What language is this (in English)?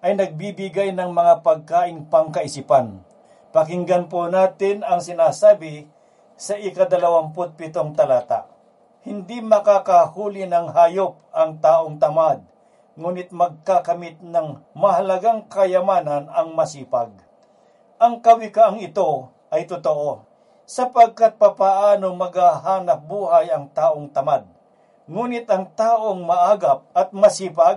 Filipino